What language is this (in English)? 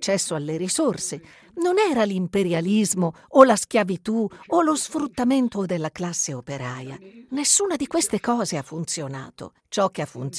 Italian